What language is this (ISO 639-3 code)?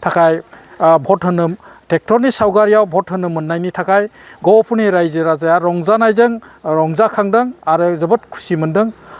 brx